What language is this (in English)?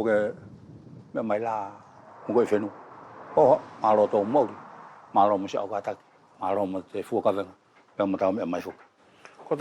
Wallisian